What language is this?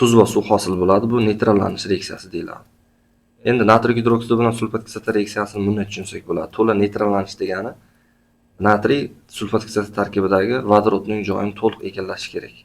Uzbek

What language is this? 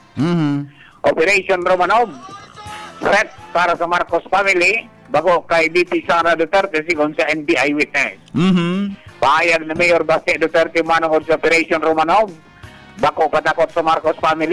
Bikol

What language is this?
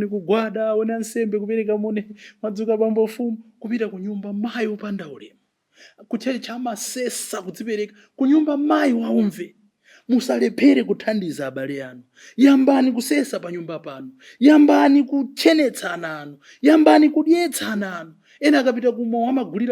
Nyanja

